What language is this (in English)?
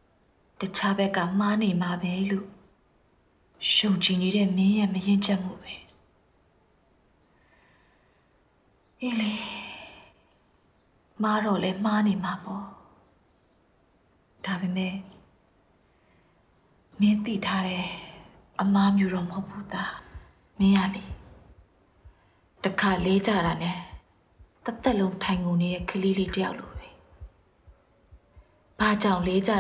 Burmese